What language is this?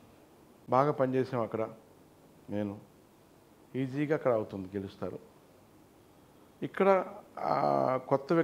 Telugu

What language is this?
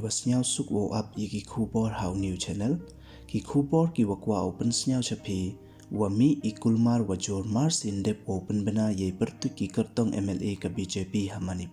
Pnar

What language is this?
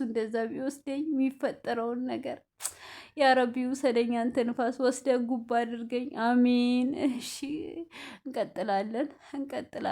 Amharic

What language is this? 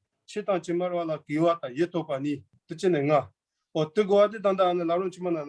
Tibetan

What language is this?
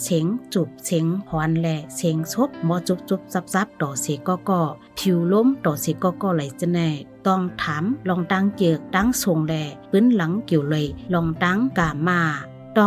Shan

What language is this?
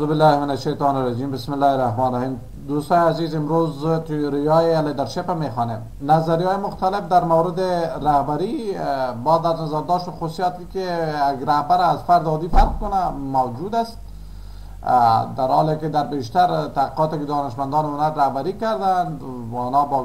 Persian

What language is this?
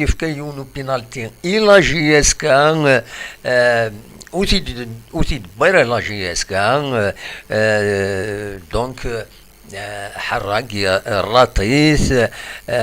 Kabyle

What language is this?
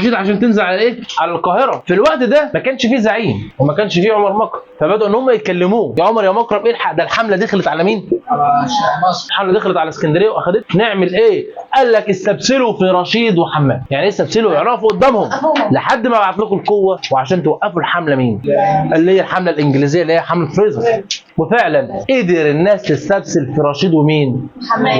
Egyptian Arabic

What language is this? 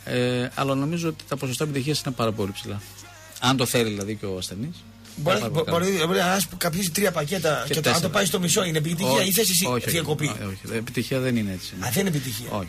Greek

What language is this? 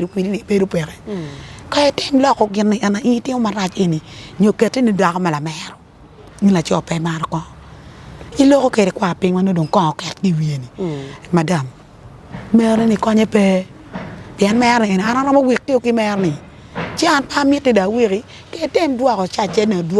Acoli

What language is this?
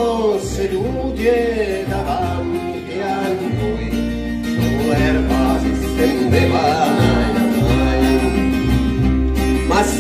Italian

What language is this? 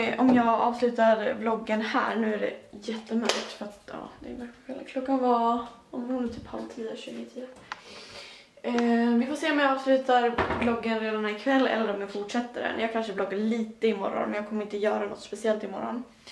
Swedish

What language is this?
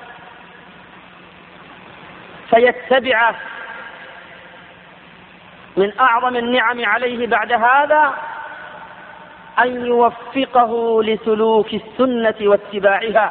Arabic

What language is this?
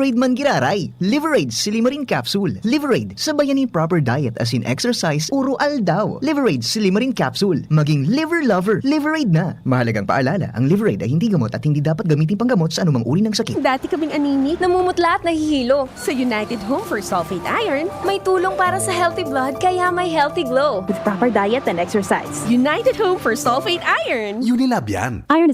Bikol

